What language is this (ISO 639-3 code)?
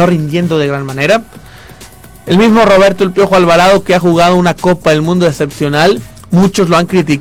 spa